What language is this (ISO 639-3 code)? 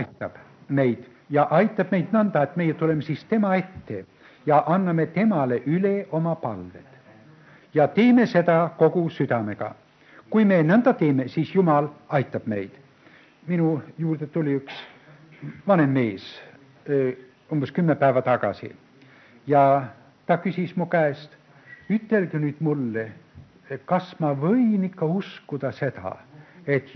est